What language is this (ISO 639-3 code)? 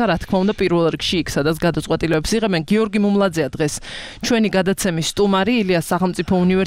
kat